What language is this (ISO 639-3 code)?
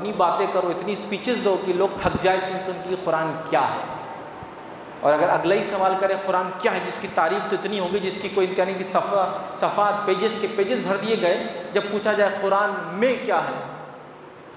urd